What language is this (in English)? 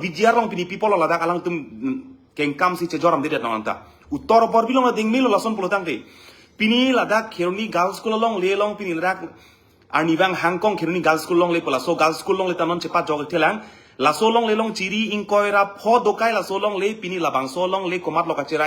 Karbi